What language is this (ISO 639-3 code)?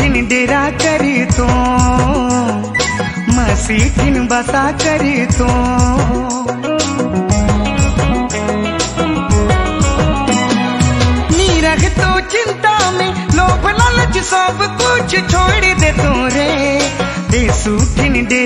bho